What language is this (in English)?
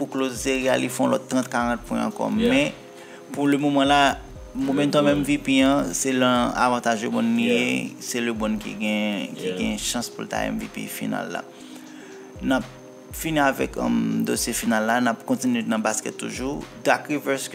Haitian Creole